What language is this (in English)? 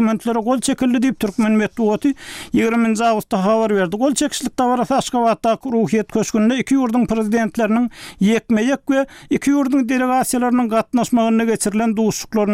Turkmen